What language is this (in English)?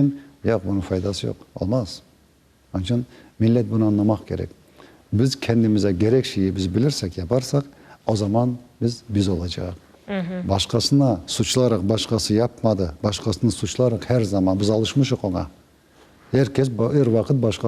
Crimean Tatar